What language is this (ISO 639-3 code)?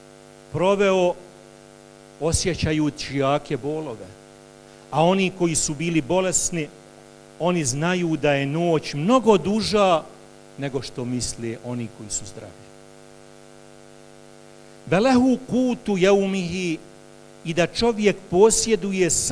bos